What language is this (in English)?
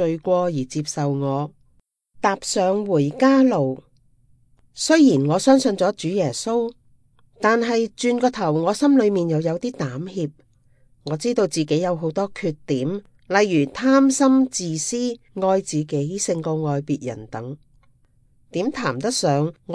Cantonese